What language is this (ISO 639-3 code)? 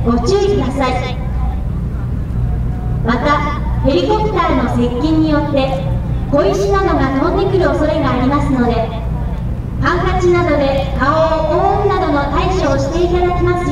jpn